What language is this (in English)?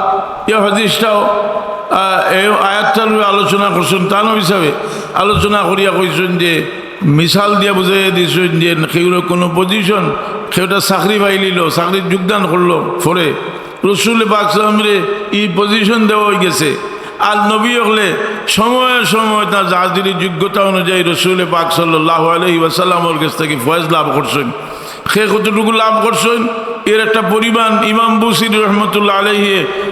Sylheti